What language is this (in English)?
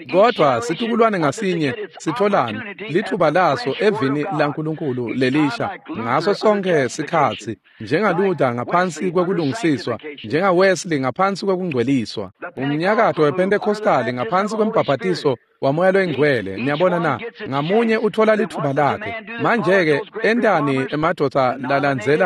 Swati